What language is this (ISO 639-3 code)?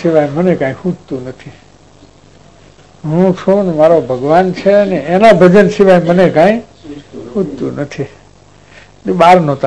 guj